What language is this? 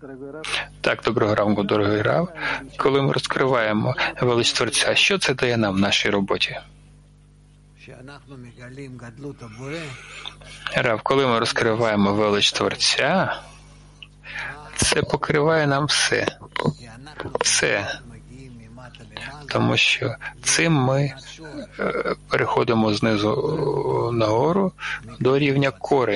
Ukrainian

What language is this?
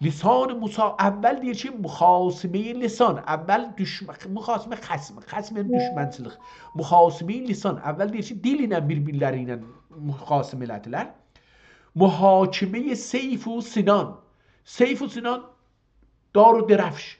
South Azerbaijani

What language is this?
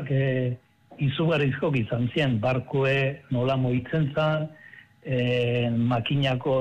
Basque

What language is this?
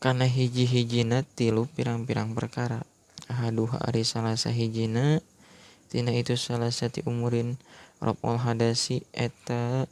Sundanese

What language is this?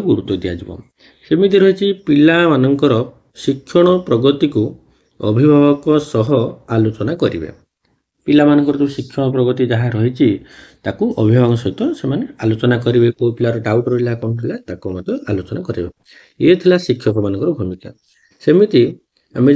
Odia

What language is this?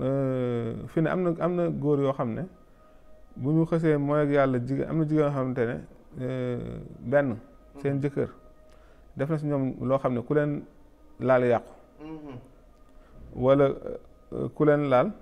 Wolof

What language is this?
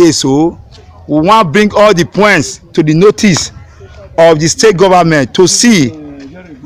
Nigerian Pidgin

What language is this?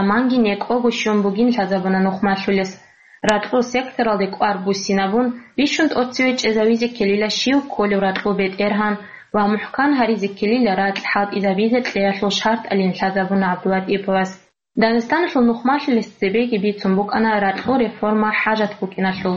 Avaric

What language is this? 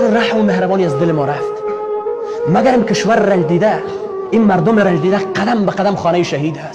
Persian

